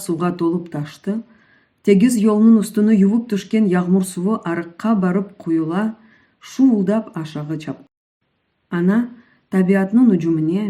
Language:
Crimean Tatar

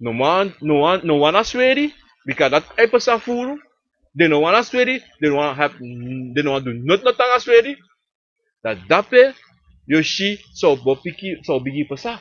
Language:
Sranan Tongo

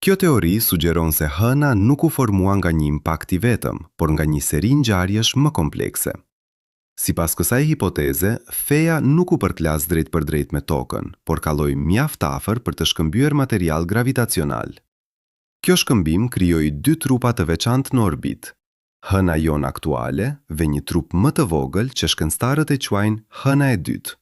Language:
Albanian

